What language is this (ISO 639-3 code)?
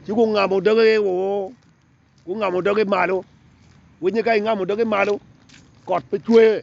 ach